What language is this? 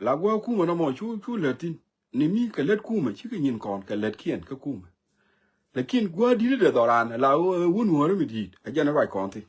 Nuer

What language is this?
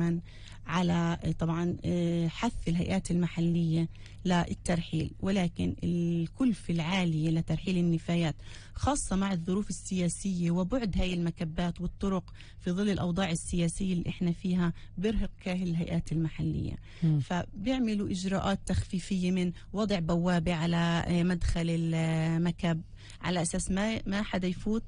North Levantine Arabic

